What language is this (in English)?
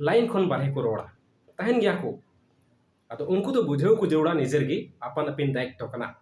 Santali